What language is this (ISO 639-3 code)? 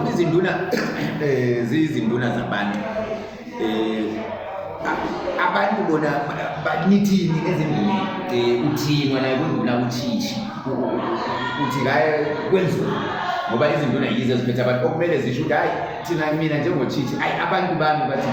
zul